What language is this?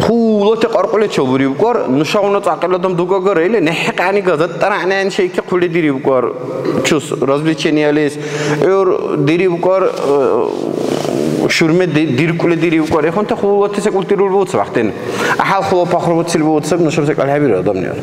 Dargwa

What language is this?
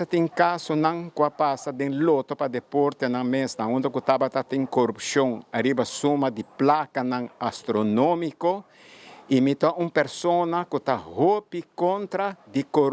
Papiamento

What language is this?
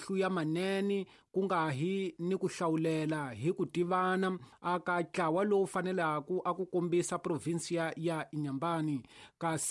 Tsonga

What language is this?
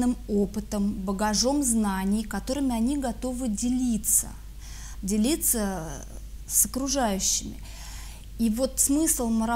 Russian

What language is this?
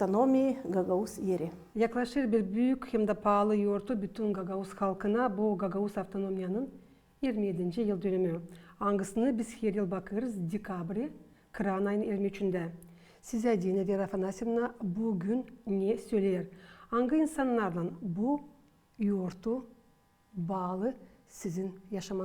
Gagauz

